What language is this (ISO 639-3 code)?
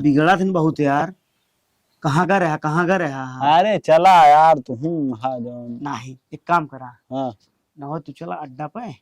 awa